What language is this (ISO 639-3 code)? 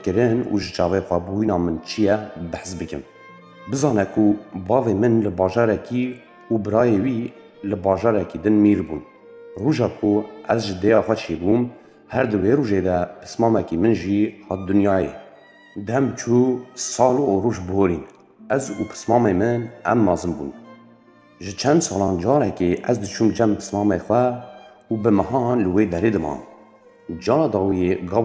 kur